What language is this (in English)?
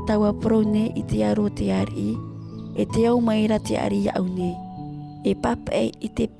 Tahitian